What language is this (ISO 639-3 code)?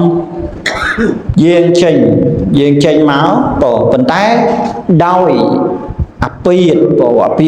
khm